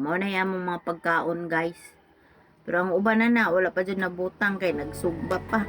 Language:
Cebuano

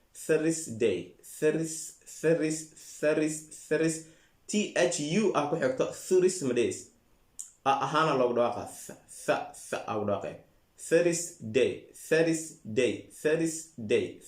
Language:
Somali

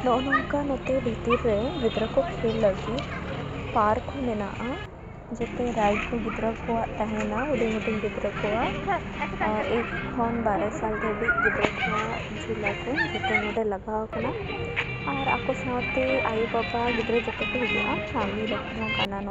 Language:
Santali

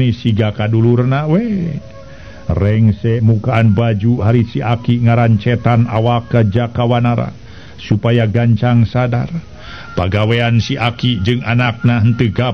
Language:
Sundanese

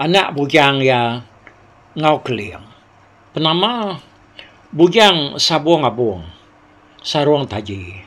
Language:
Iban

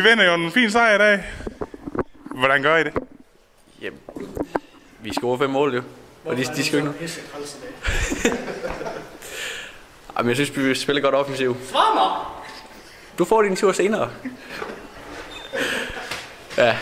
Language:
Danish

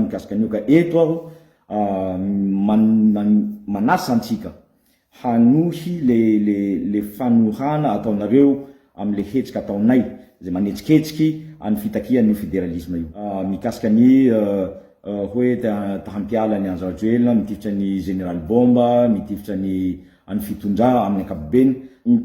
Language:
Malagasy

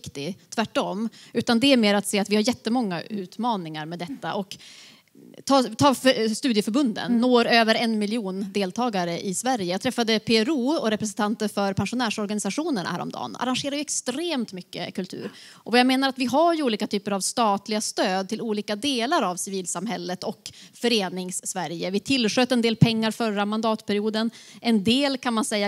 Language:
Swedish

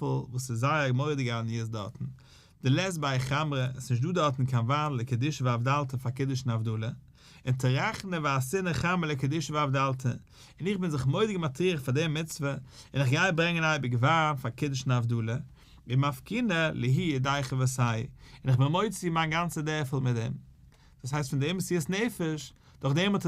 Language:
Yiddish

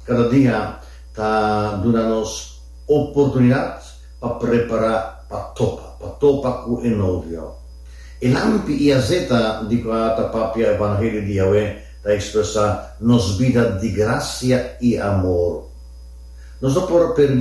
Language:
Papiamento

